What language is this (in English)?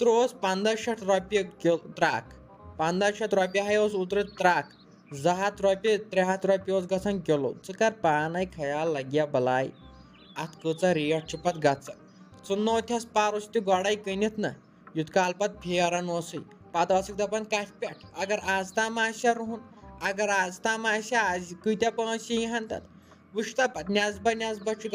Kashmiri